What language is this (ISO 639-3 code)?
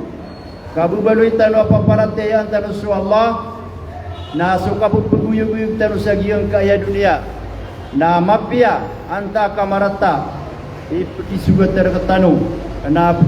mrw